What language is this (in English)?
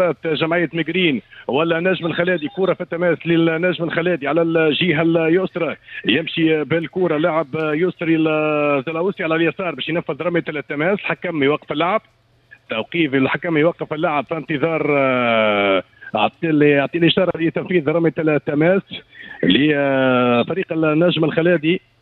Tunisian Arabic